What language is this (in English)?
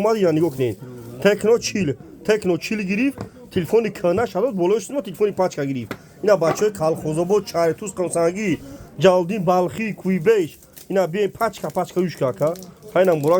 Tajik